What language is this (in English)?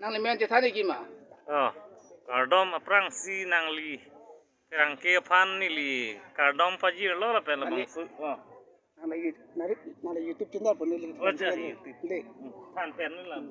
Karbi